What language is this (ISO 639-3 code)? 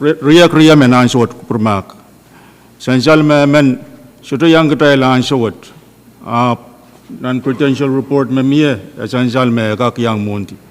pon